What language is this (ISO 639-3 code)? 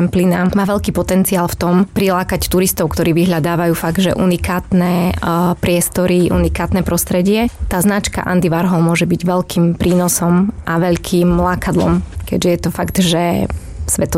slk